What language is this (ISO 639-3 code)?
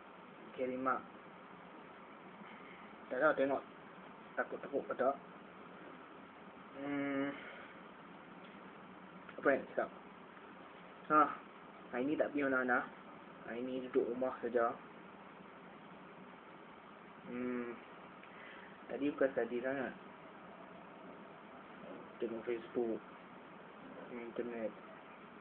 msa